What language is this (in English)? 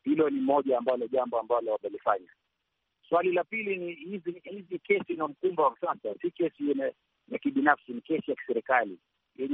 Swahili